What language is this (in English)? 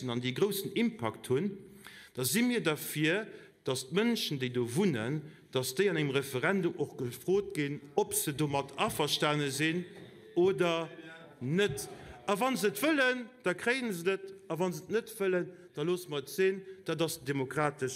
Luxembourgish